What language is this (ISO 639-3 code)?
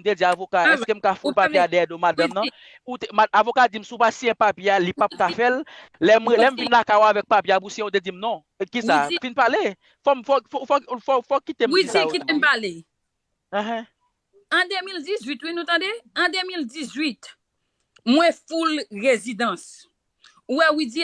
hat